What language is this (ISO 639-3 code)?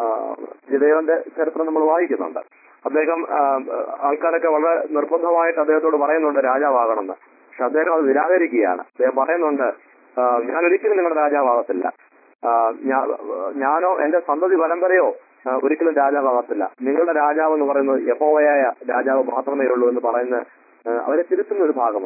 mal